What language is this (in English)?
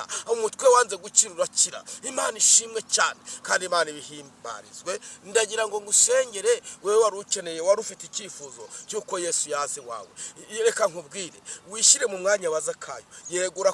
Kinyarwanda